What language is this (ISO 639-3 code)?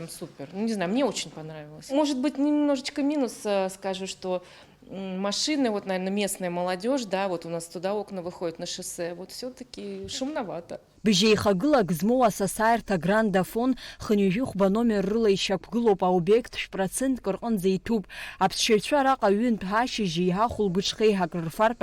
abk